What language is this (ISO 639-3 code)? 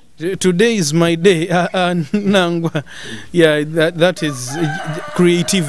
nyo